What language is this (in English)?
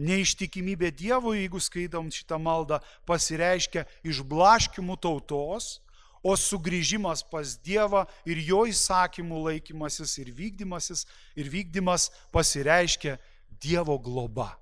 Lithuanian